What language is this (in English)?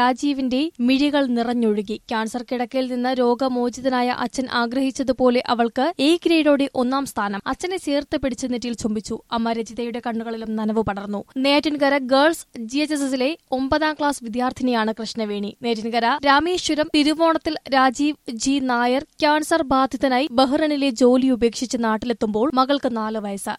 Malayalam